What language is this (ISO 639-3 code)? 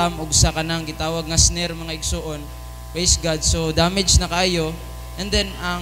ceb